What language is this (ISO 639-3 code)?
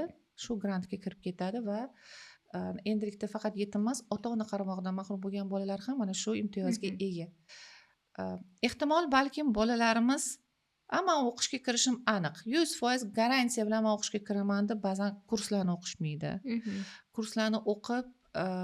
uzb